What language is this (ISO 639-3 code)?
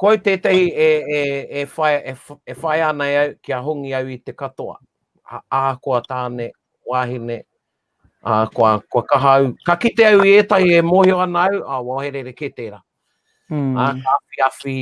mri